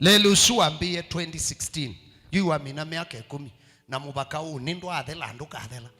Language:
Kamba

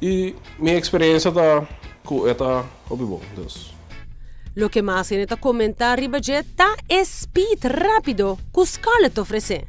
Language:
Papiamento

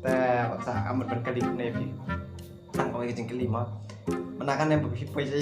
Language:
Khasi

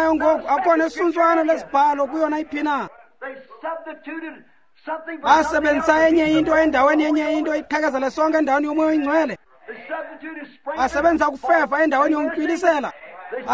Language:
Xhosa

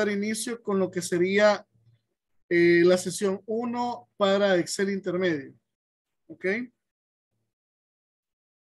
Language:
Spanish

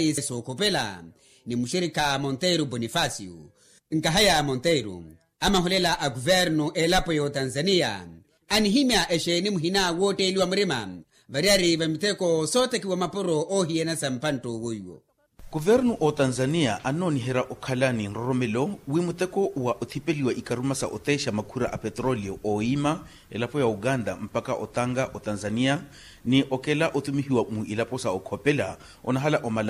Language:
Makhuwa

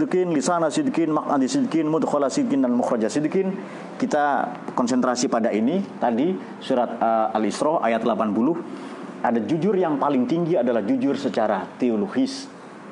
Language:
Indonesian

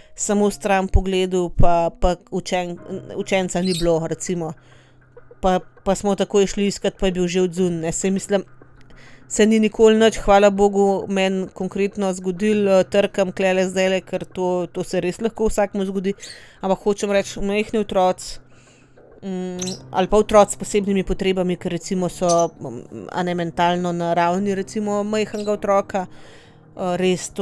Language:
Slovenian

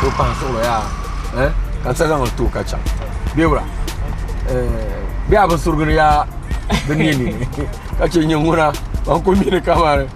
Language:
Dagbani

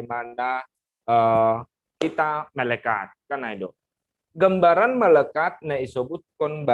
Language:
Batak Simalungun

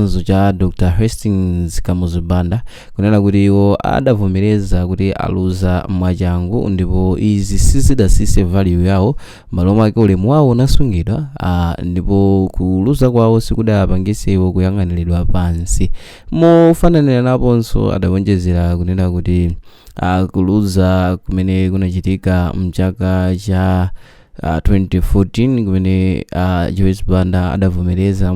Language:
Nyanja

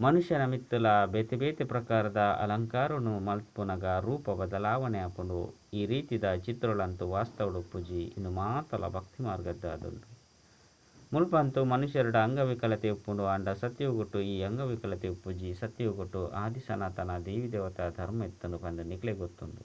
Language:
Tulu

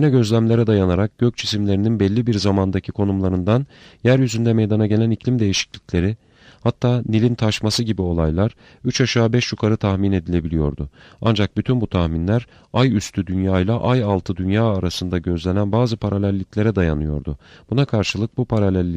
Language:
Turkish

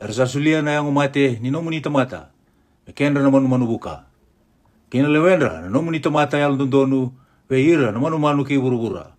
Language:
Fijian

